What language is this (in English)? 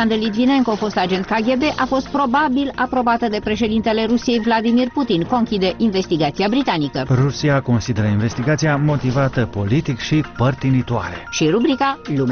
Romanian